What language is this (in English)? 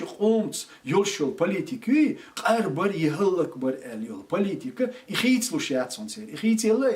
Chechen